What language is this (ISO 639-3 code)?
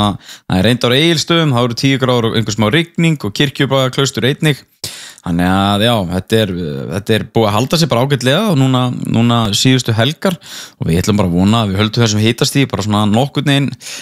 isl